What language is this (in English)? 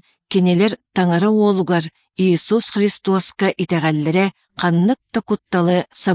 Yakut